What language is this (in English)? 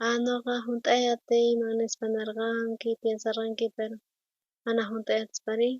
South Bolivian Quechua